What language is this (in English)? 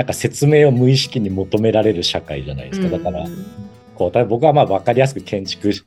Japanese